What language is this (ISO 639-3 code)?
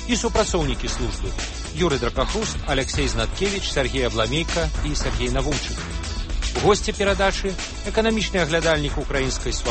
bel